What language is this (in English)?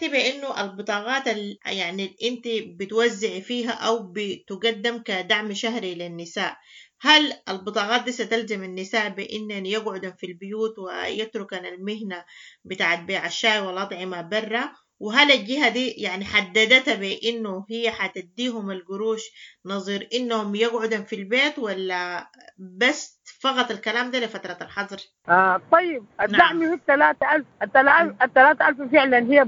Sudanese Arabic